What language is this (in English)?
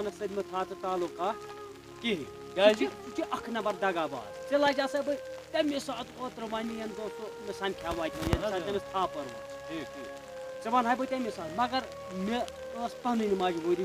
Kashmiri